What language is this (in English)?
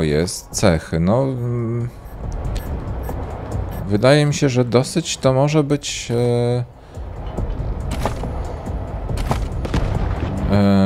Polish